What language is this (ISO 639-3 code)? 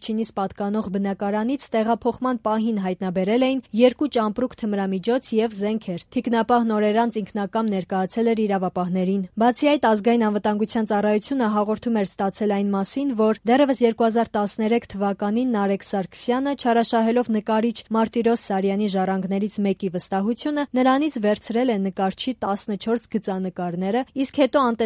hye